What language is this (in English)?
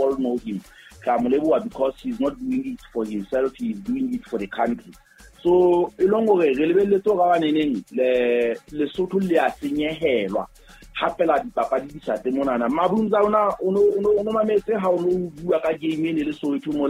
Southern Sotho